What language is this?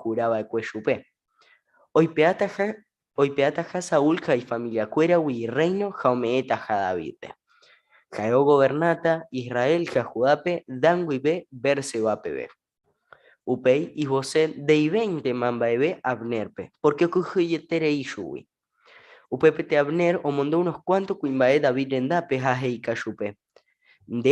Guarani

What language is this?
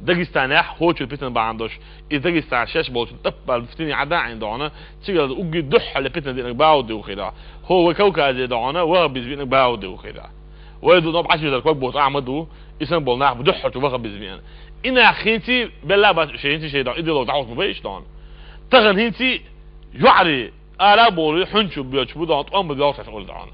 Chechen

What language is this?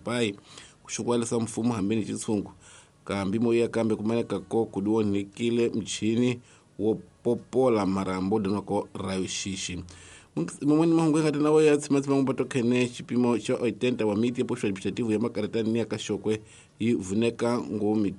Tsonga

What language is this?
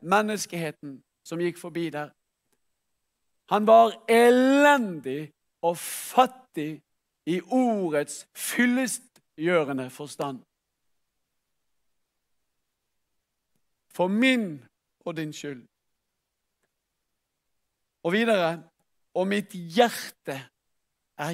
Norwegian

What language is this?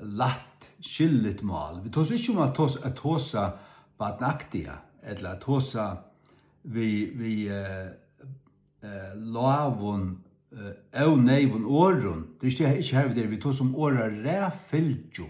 Faroese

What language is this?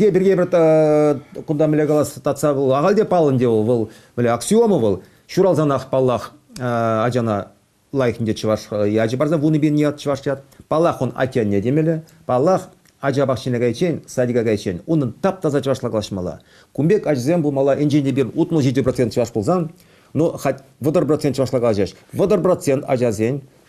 Chuvash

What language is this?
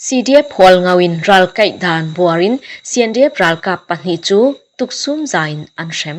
Falam Chin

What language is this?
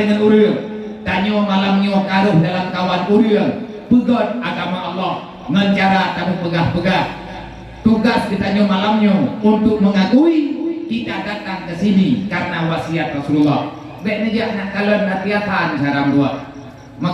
Achinese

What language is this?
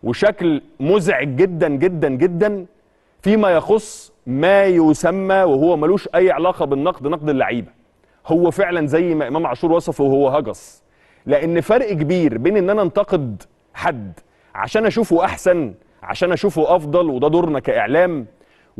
Egyptian Arabic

